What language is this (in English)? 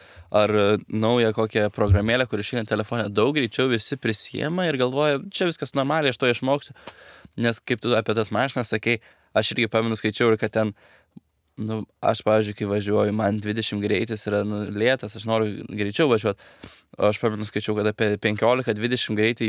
Lithuanian